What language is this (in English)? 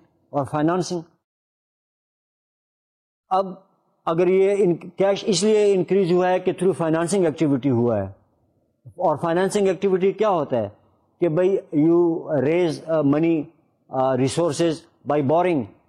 Urdu